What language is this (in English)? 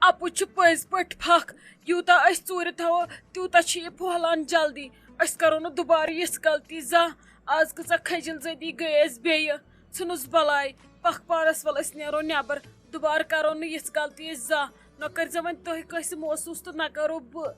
Kashmiri